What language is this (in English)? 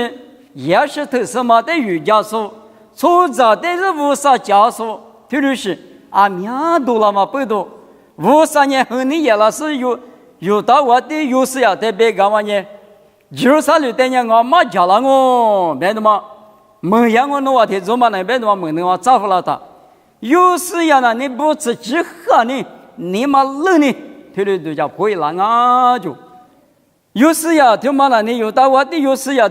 Lisu